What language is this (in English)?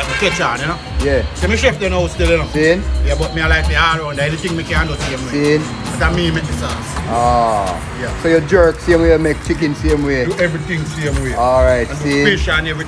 Jamaican Creole English